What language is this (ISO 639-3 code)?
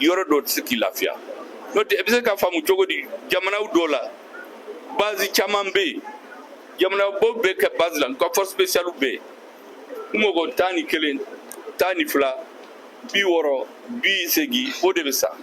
bam